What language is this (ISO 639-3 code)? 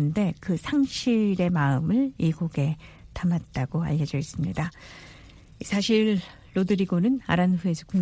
kor